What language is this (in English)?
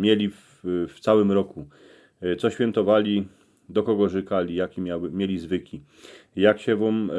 Silesian